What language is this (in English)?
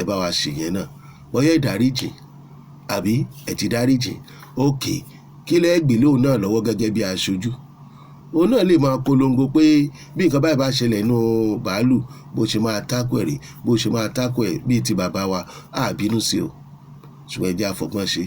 Yoruba